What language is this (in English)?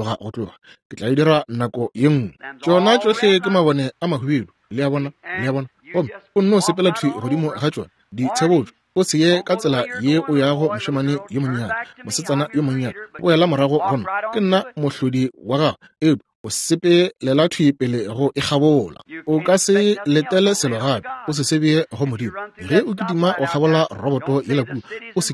Northern Sotho